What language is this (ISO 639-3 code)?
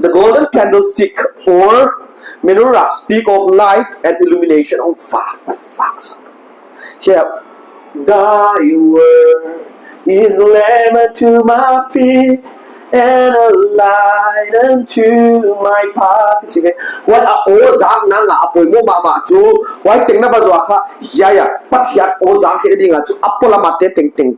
pck